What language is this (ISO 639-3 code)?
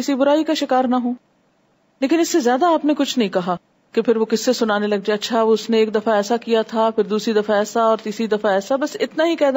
urd